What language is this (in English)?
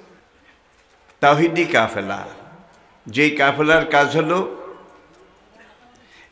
Bangla